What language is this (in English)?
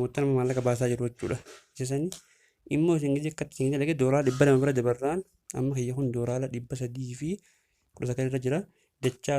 Oromo